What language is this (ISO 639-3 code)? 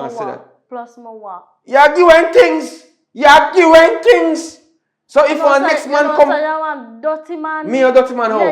jam